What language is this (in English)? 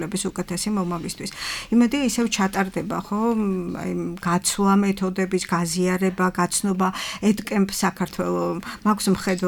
Georgian